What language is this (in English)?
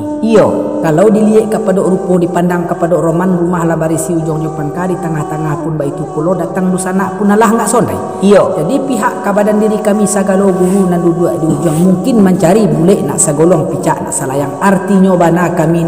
Minangkabau